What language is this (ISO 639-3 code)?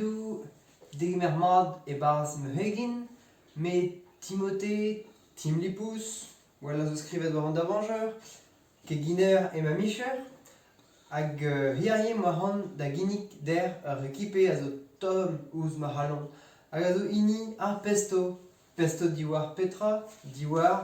bre